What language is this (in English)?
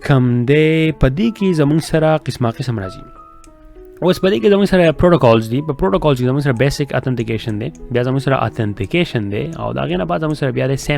Pashto